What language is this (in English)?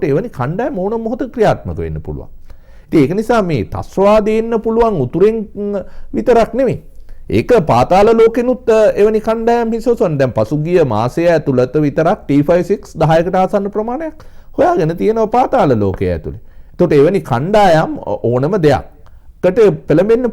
Sinhala